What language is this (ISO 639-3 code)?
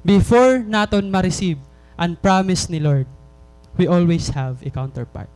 war